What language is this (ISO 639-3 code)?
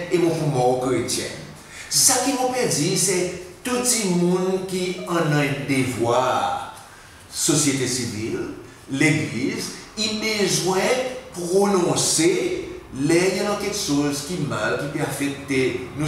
crs